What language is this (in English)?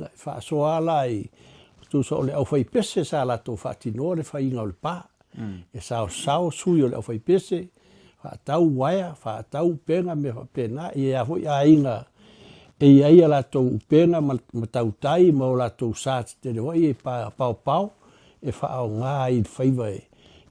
Samoan